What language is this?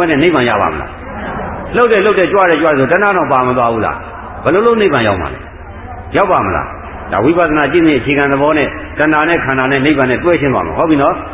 Burmese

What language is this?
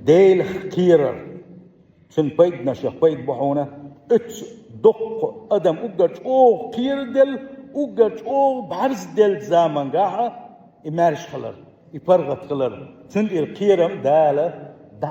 Chechen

